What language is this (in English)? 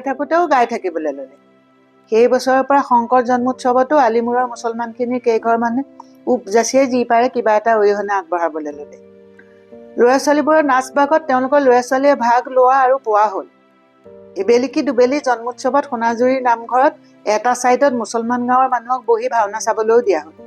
Assamese